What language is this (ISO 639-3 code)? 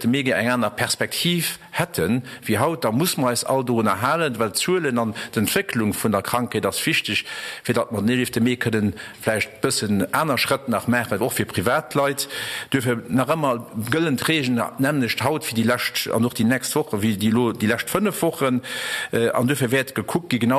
ltz